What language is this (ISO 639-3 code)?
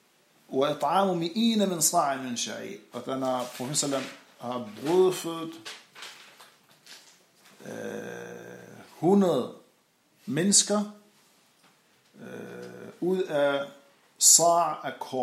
dan